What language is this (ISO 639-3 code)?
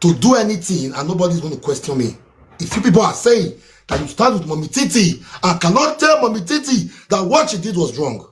pcm